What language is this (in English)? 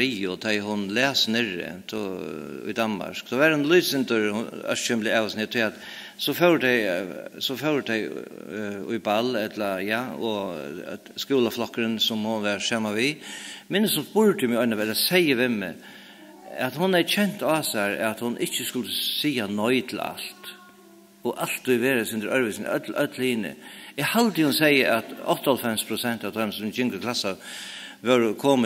Faroese